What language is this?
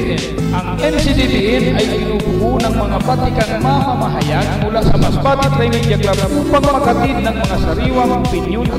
Filipino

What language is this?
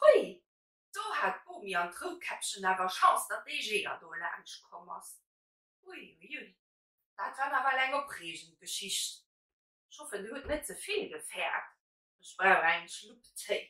Luxembourgish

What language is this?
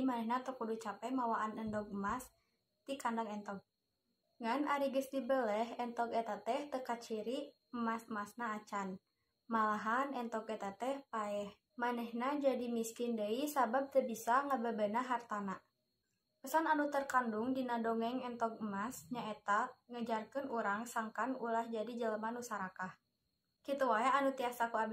Sundanese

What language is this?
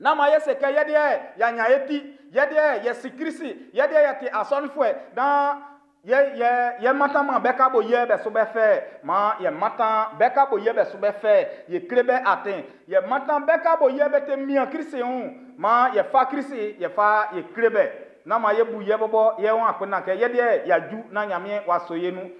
Baoulé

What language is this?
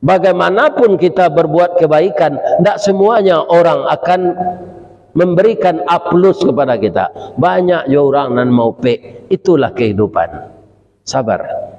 Minangkabau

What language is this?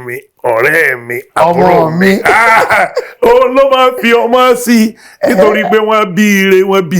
Yoruba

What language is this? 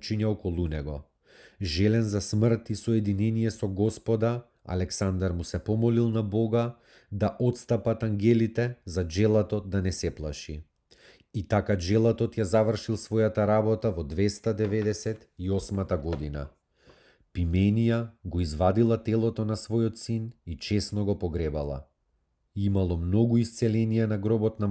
Macedonian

